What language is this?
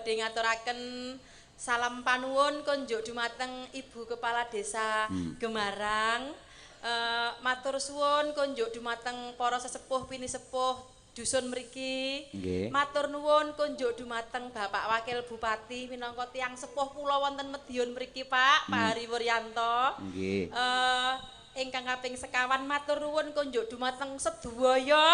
Javanese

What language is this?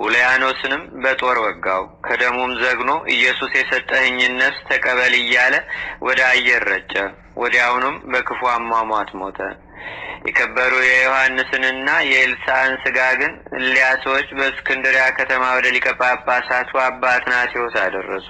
Amharic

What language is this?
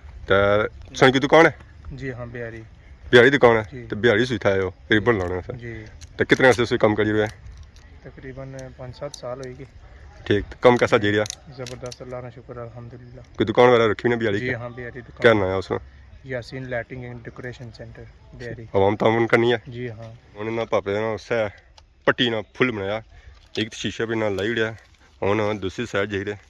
Pahari-Potwari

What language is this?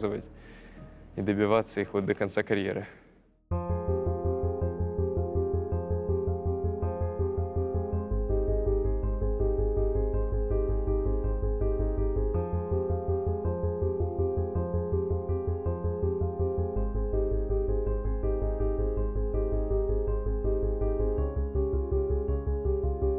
Russian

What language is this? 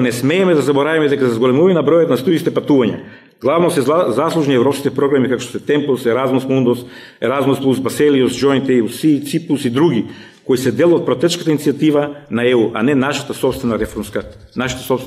Macedonian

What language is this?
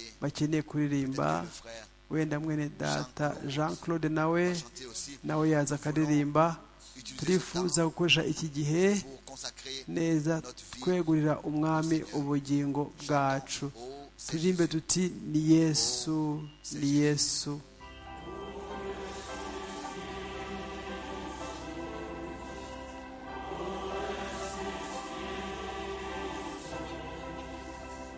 Kinyarwanda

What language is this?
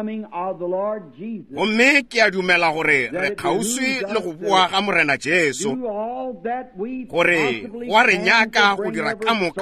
Northern Sotho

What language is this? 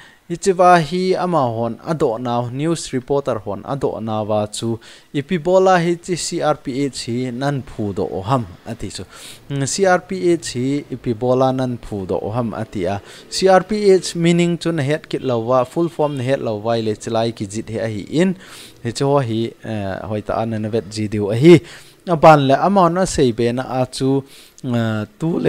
Thado Chin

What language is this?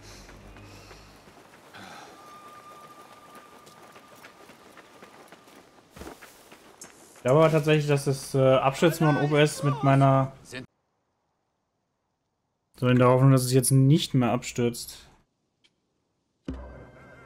German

